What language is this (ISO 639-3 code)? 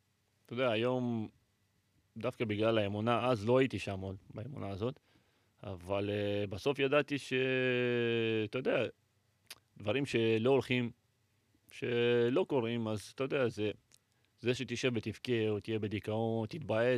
heb